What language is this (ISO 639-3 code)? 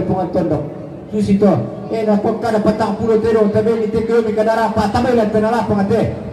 sda